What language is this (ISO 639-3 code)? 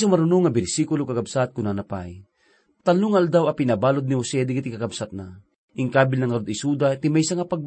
ilo